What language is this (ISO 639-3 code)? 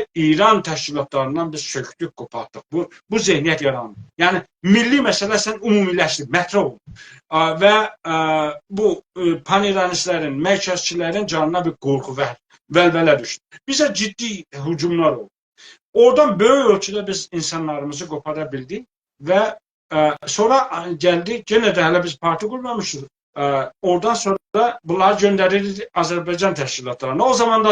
azb